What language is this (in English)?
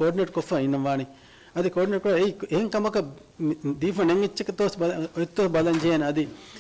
Divehi